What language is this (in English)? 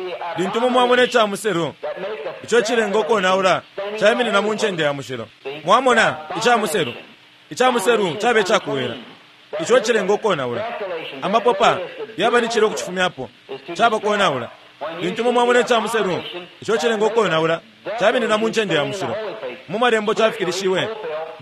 Bemba